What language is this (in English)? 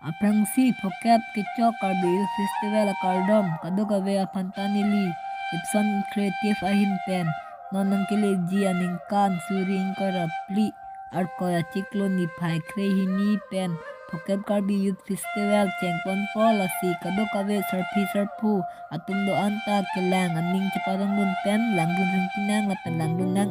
Karbi